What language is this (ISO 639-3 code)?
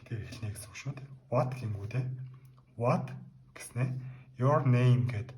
mon